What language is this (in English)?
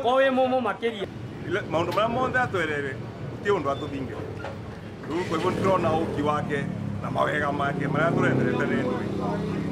Meru